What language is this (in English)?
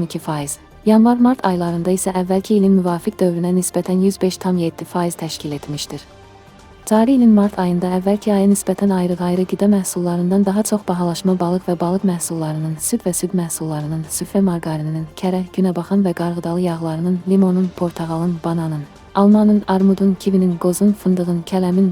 Azerbaijani